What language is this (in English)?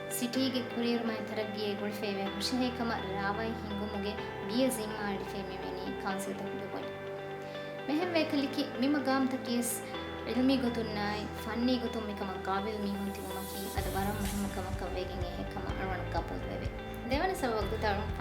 Divehi